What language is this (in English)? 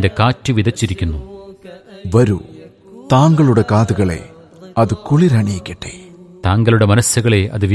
Malayalam